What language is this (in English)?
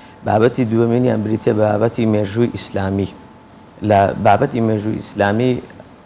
Central Kurdish